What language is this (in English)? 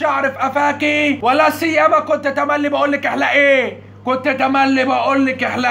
Egyptian Arabic